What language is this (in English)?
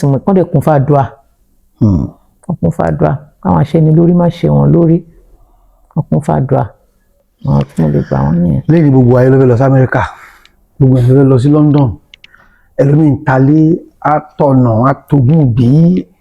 Yoruba